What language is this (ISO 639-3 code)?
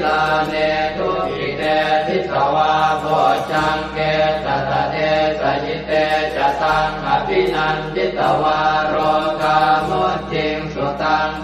pli